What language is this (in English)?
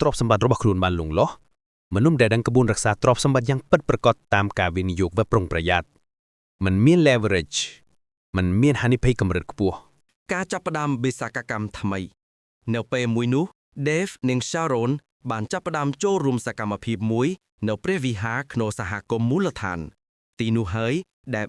Khmer